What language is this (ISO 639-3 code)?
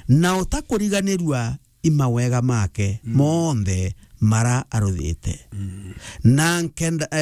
mer